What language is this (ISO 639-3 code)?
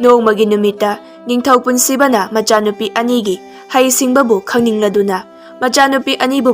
mni